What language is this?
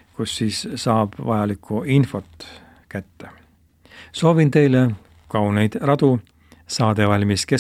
Estonian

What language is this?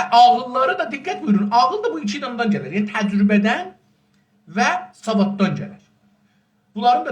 South Azerbaijani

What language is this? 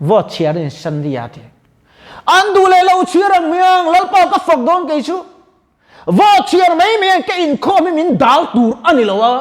Mizo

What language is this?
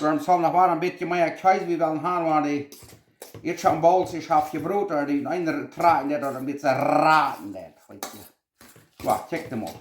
Plautdietsch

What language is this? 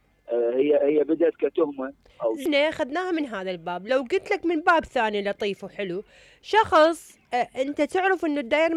Mesopotamian Arabic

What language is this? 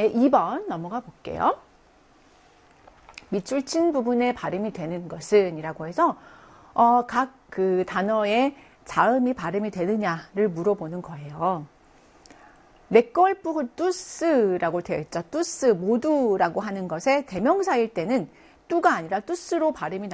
Korean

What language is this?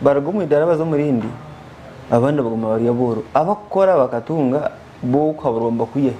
Nyankole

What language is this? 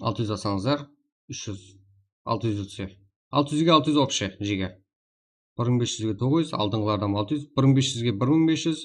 Kara-Kalpak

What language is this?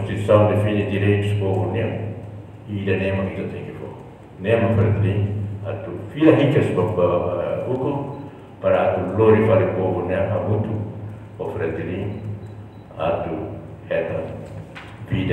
Tetum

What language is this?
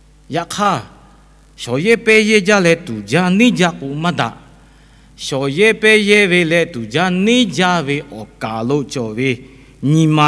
Lahu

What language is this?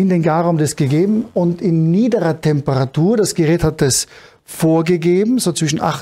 German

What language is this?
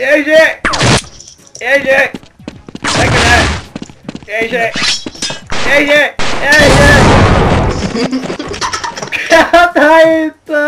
Faroese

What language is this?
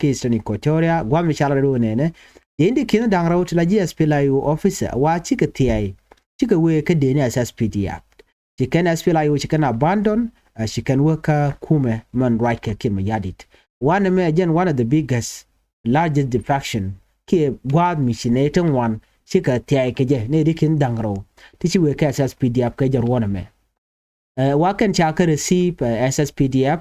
Nuer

